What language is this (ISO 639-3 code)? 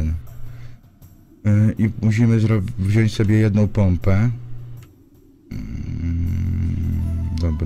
pol